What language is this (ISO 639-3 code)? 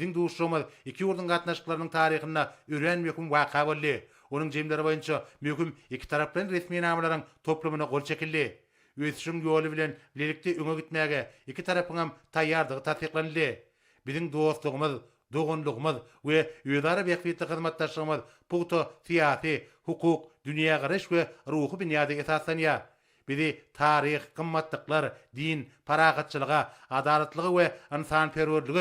tuk